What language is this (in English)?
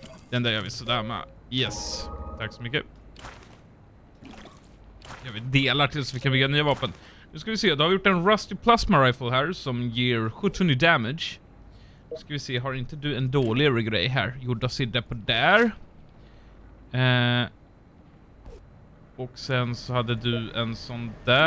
Swedish